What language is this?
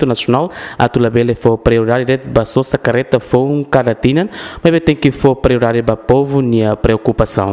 Tetum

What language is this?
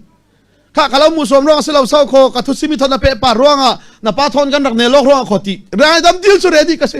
Falam Chin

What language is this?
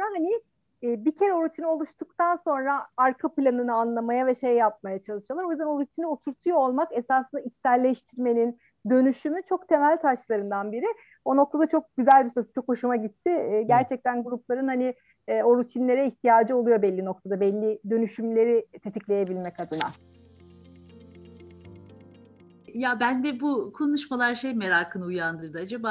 Turkish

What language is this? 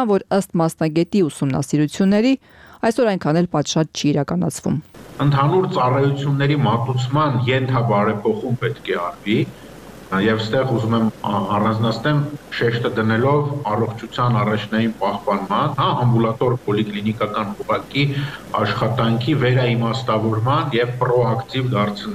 Armenian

